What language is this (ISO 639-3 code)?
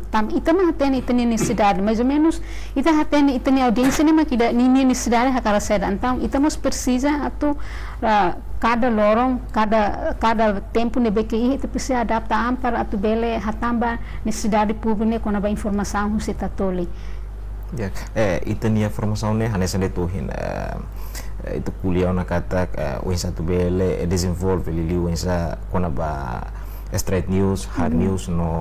tet